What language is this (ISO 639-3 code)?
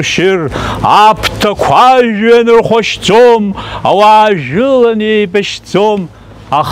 abk